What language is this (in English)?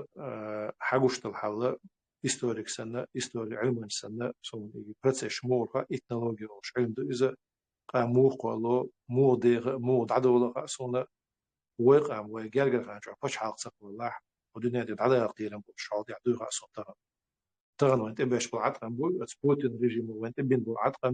Chechen